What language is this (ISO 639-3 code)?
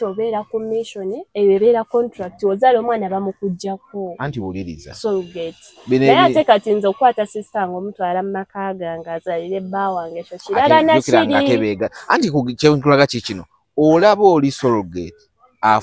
lug